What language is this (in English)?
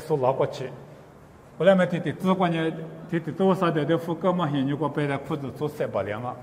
Lisu